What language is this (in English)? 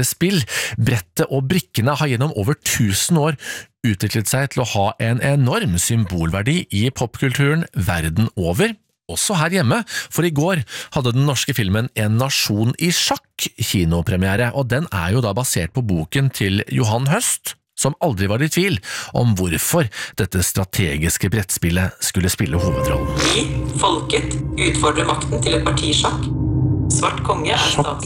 Norwegian